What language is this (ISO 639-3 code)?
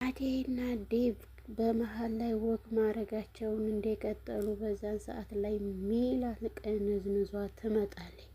amh